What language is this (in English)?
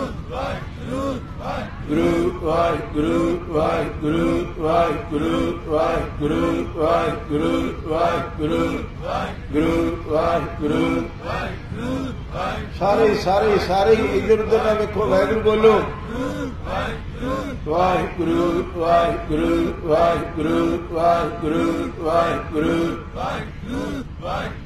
Punjabi